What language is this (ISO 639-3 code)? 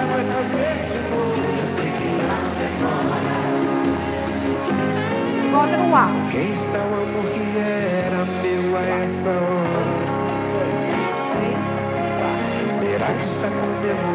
por